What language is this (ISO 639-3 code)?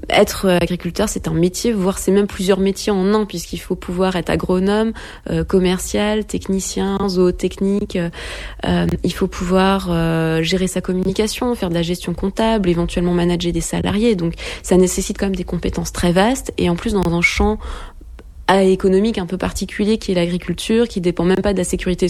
fra